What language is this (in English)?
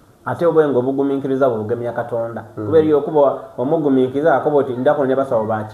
Soga